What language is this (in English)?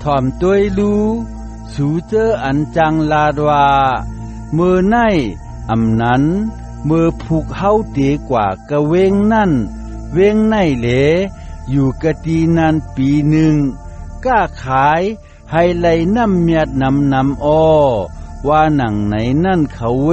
Shan